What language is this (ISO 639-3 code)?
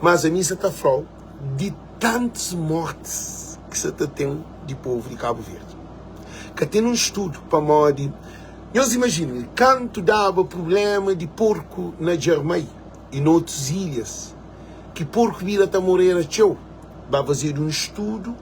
kea